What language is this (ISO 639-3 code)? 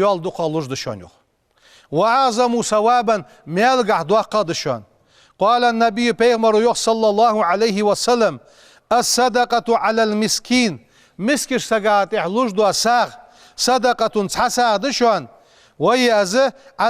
inh